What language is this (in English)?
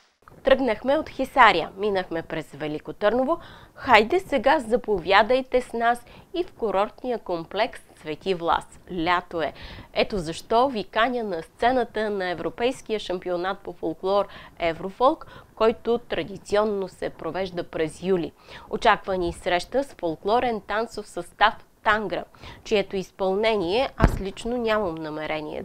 Bulgarian